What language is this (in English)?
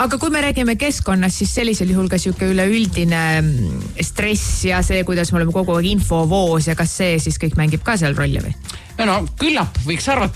Estonian